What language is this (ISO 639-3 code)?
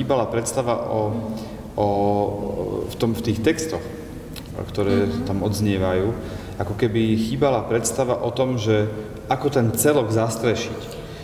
slk